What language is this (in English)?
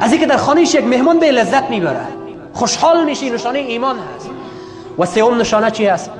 Persian